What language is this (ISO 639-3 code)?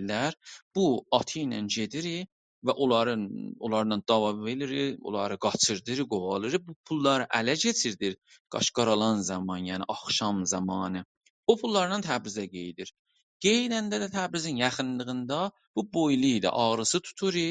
azb